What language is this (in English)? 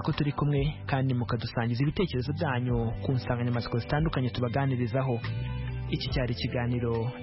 Kinyarwanda